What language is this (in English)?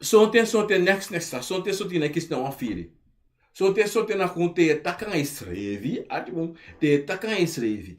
Sranan Tongo